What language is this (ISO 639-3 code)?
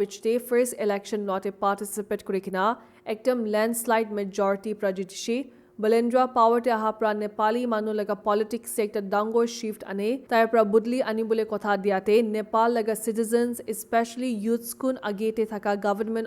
nag